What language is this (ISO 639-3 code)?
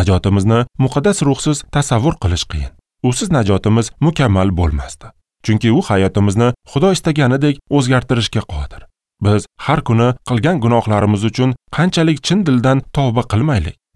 uzb